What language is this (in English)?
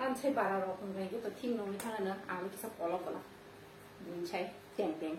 Kok Borok